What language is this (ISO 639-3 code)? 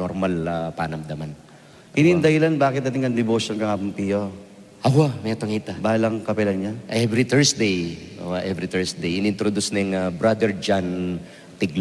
pam